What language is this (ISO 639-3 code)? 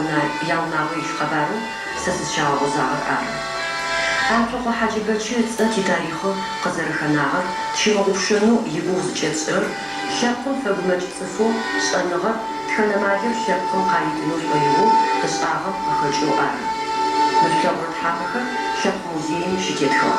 ady